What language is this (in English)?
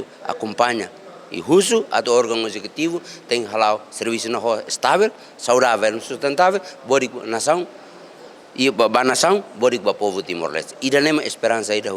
Tetum